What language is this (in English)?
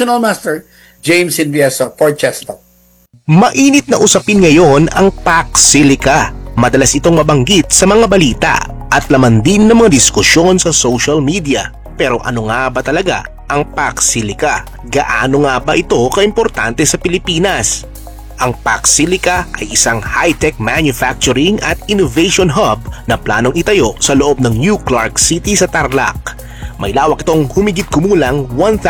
Filipino